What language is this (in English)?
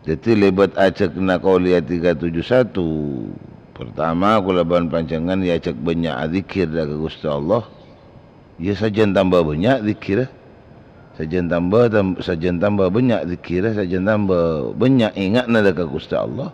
Madurese